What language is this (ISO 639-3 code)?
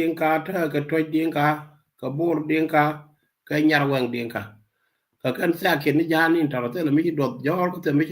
nus